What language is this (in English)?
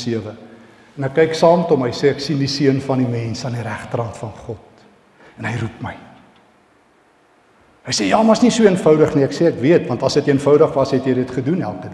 Afrikaans